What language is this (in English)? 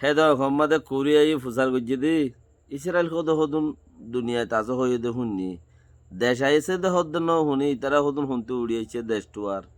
Rohingya